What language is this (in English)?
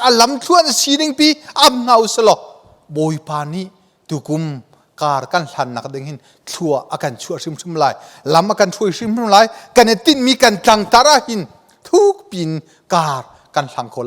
Hakha Chin